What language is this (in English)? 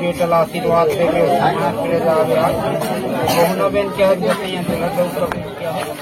Chhattisgarhi